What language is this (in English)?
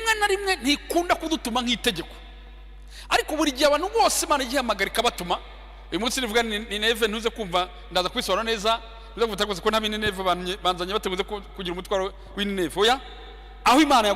Kinyarwanda